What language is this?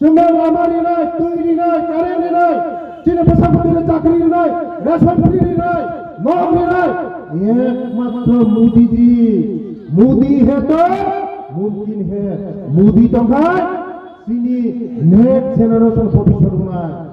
Kok Borok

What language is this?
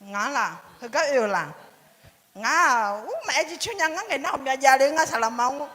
Akha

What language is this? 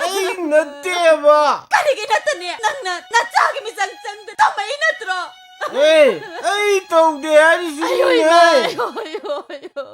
Manipuri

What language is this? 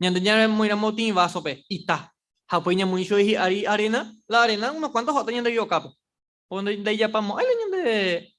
Guarani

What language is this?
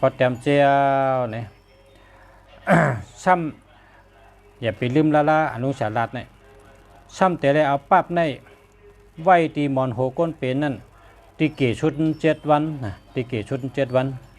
Shan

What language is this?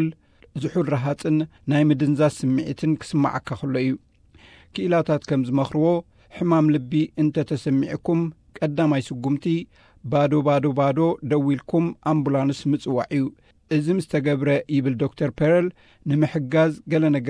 Tigrinya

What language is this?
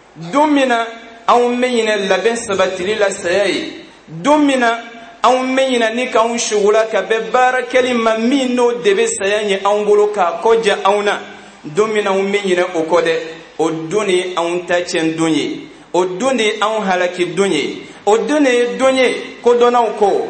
Bambara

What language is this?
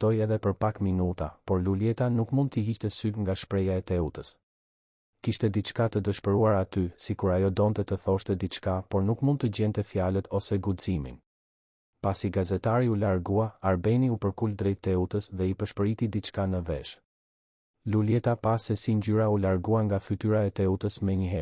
Albanian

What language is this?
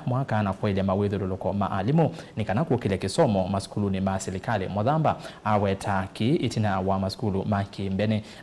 Kamba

